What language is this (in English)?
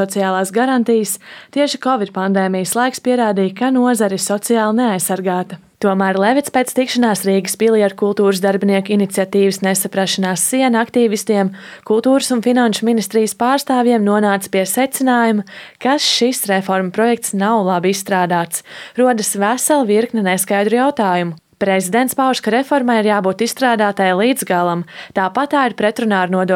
Latvian